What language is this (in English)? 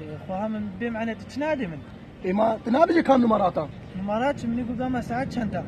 Kurdish